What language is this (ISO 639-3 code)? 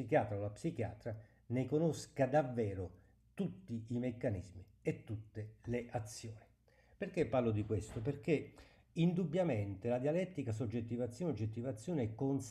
ita